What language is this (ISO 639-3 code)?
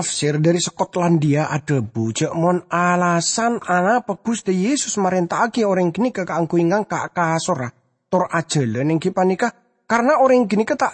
mad